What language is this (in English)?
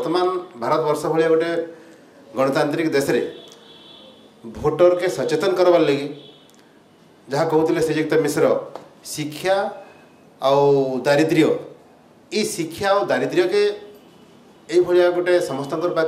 Odia